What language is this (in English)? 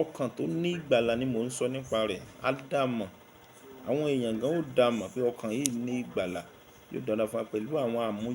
Yoruba